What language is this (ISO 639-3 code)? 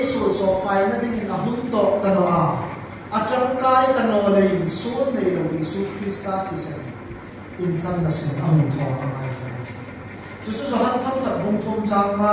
hmr